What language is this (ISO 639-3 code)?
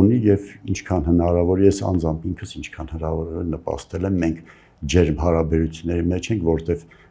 hye